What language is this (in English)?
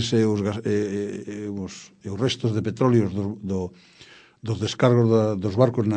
Galician